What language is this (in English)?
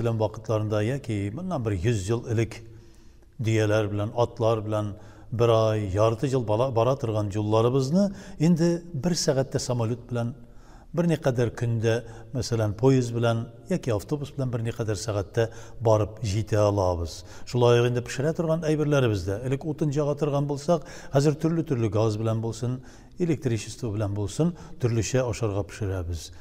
Tatar